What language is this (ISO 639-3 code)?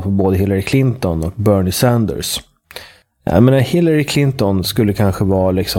swe